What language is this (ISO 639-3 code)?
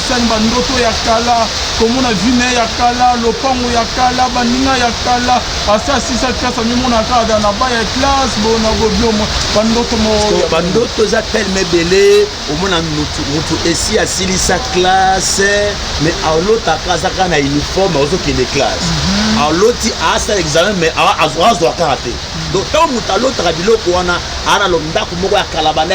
lin